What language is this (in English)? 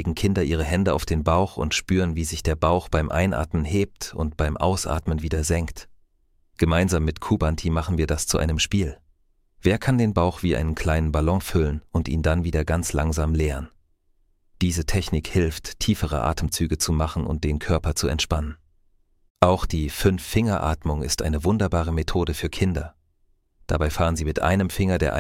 German